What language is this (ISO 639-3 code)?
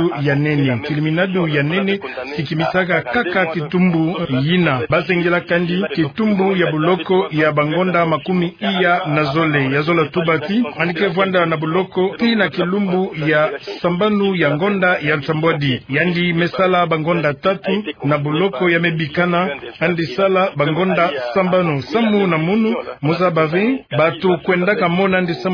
ktu